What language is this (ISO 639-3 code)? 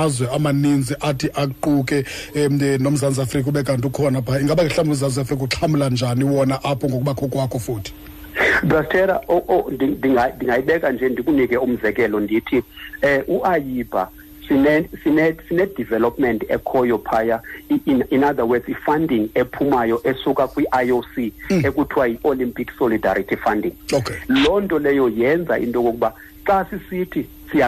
xho